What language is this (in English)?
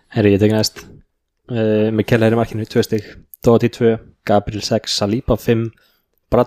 Icelandic